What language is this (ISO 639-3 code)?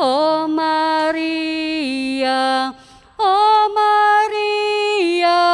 pam